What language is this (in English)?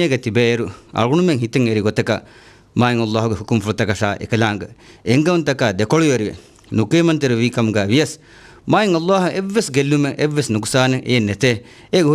Divehi